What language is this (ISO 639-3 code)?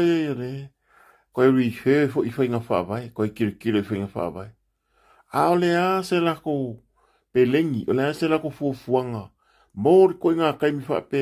smo